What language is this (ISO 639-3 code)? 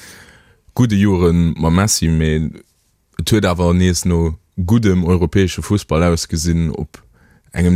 ltz